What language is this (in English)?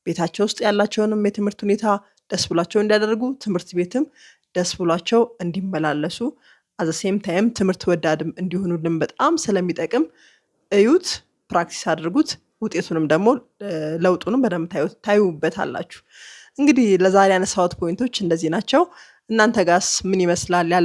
Amharic